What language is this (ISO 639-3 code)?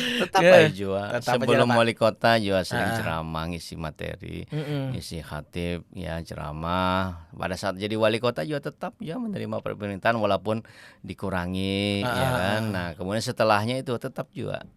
bjn